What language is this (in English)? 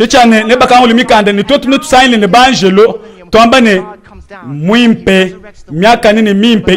Luba-Lulua